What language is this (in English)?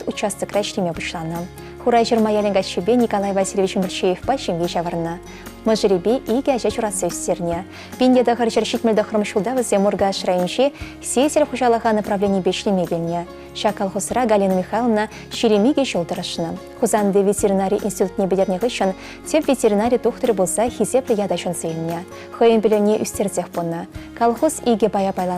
Chuvash